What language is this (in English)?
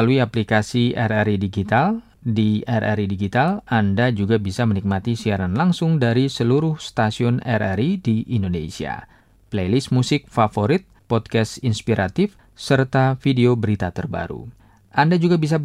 Indonesian